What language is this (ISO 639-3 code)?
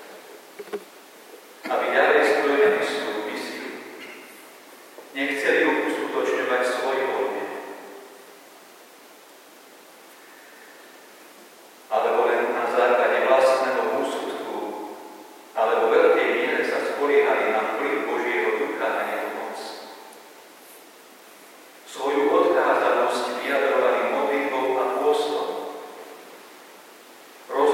slk